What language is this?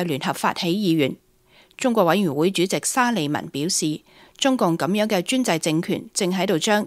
Cantonese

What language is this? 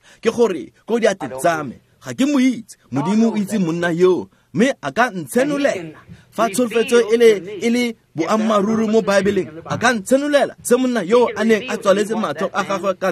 Tswana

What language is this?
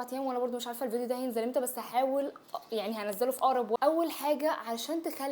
Egyptian Arabic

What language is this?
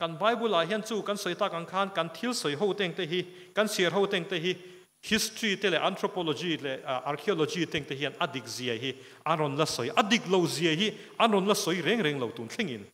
Mizo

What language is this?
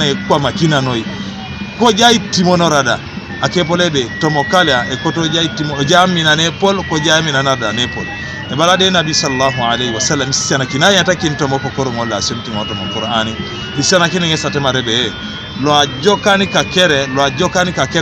Teso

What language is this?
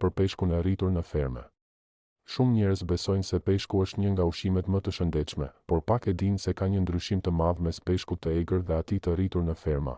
Albanian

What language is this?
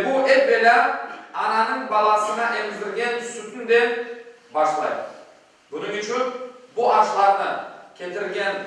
Crimean Tatar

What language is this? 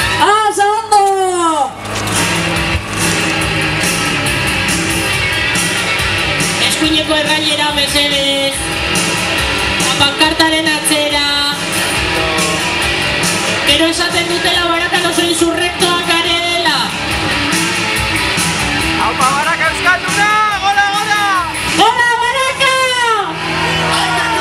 Basque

